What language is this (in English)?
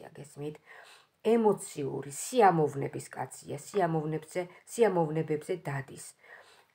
Georgian